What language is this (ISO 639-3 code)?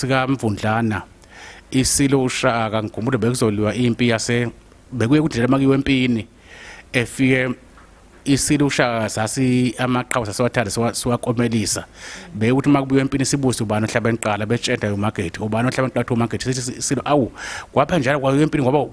zul